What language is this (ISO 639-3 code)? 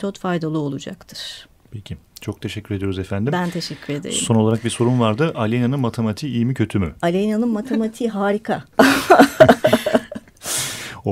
tur